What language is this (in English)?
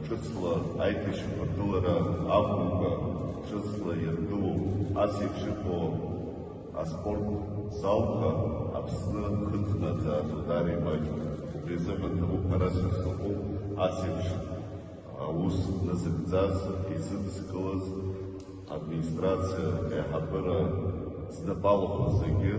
Abkhazian